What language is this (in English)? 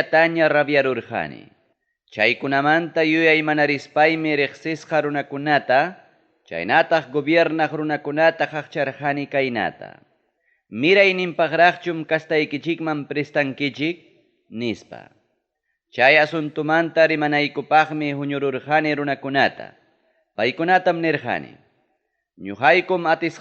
Ayacucho Quechua